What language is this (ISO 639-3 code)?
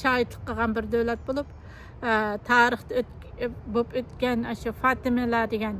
uig